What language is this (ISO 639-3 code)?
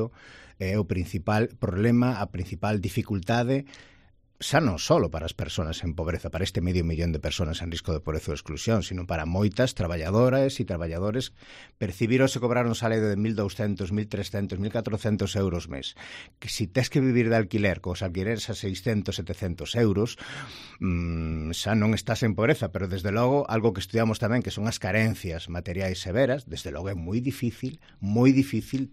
glg